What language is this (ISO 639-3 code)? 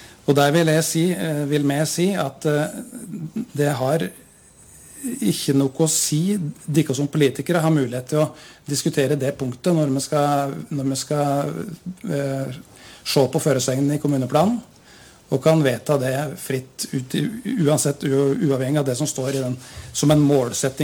nor